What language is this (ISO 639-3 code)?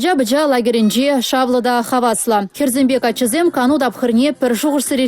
chv